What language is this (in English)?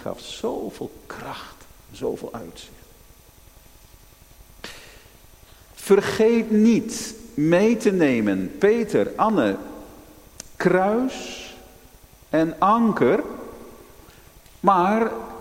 Dutch